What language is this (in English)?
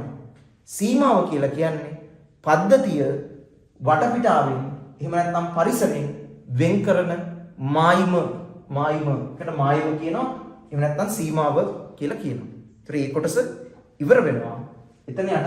Sinhala